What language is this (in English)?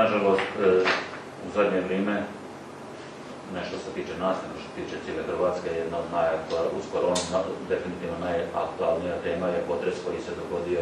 Croatian